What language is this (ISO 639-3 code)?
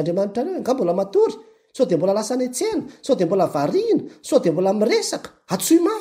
mlg